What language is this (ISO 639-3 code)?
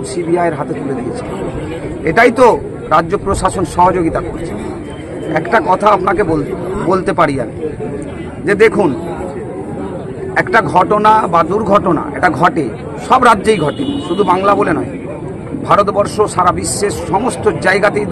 ben